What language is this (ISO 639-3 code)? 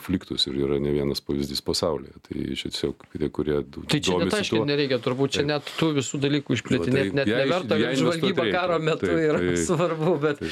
lit